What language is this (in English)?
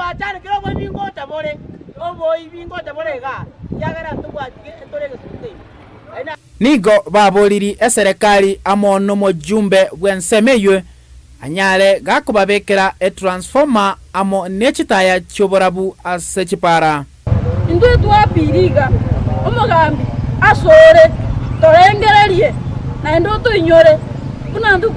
Gusii